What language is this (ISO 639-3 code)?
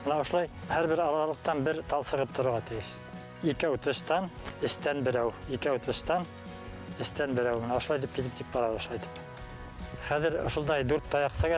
bak